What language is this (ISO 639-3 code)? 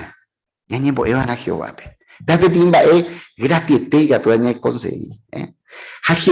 grn